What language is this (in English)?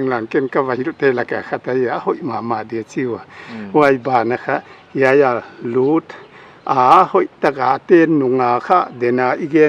Paite Chin